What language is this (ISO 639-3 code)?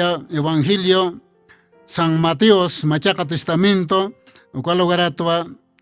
aym